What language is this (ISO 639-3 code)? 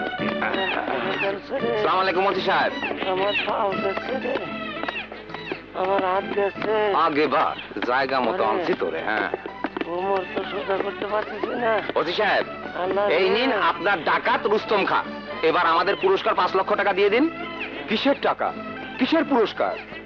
ben